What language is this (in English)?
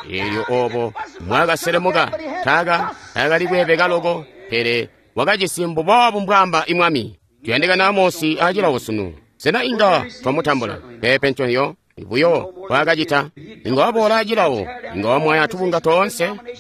Tonga (Zambia)